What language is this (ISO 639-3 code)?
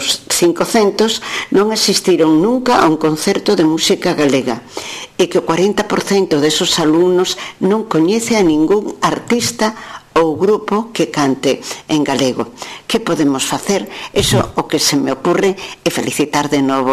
glg